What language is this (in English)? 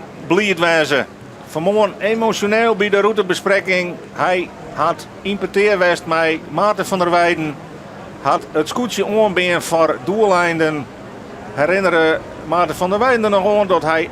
Western Frisian